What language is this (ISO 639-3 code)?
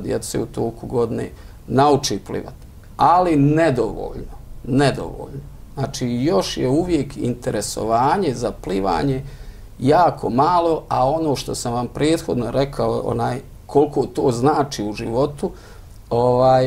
bos